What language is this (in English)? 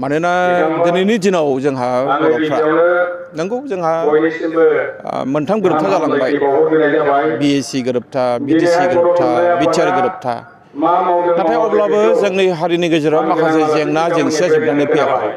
Bodo